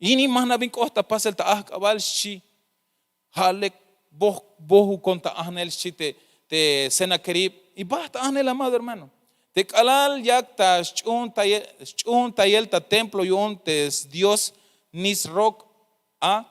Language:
Tzeltal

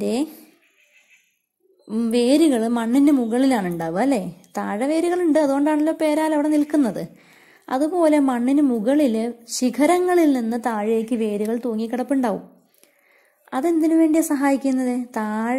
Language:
Malayalam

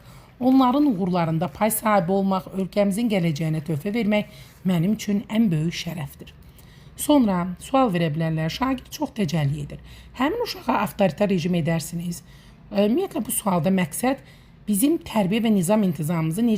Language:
Azerbaijani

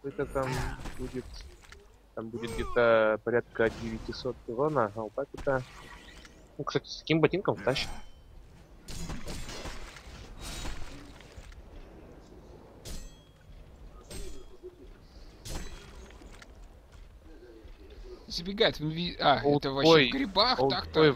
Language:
Russian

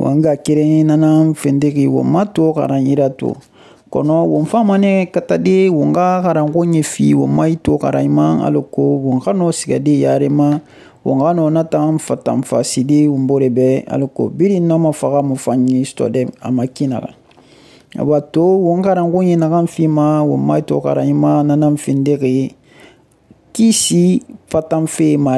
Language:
Susu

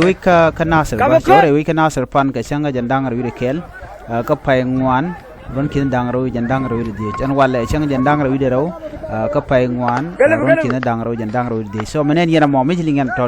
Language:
Nuer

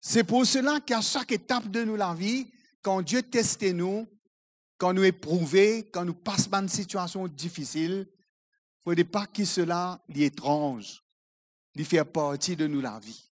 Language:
Morisyen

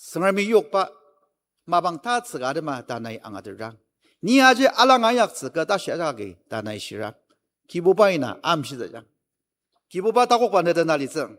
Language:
Ao Naga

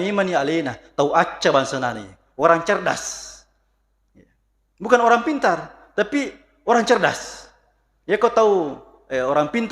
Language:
Buginese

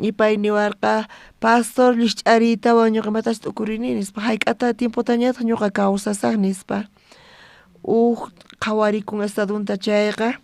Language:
South Bolivian Quechua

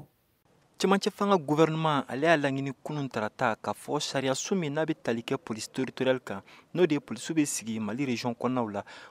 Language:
Bambara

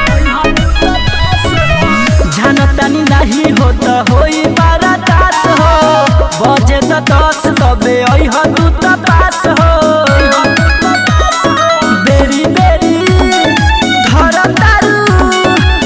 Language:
Bhojpuri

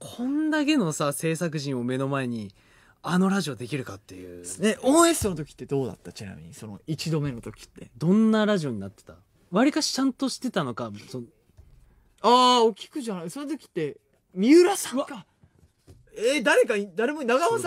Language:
Japanese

